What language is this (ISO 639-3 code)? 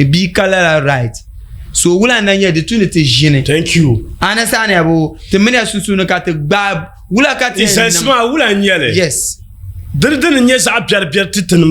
dag